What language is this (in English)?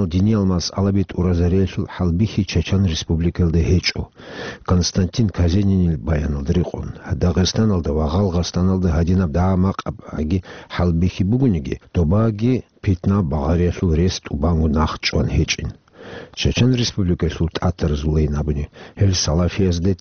Avaric